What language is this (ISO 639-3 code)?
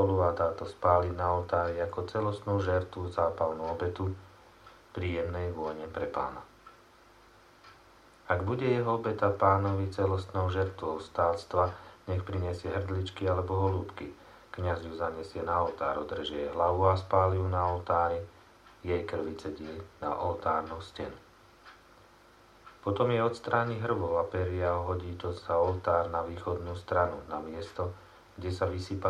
slk